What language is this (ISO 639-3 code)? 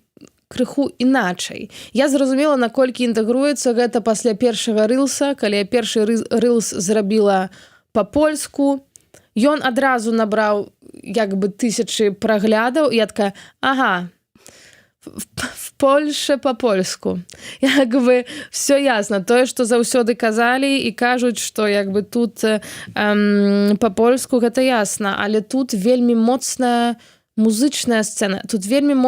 bel